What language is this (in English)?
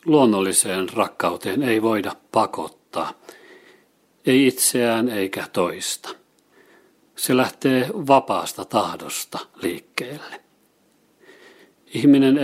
Finnish